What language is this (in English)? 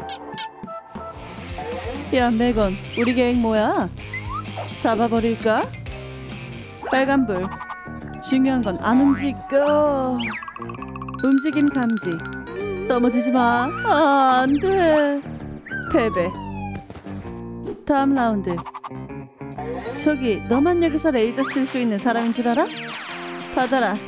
Korean